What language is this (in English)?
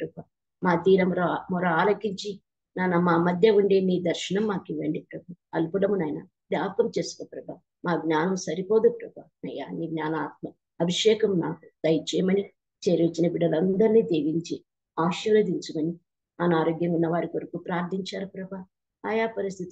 Telugu